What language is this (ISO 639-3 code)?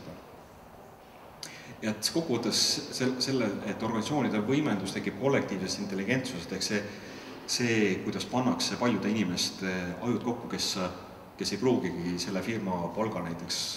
est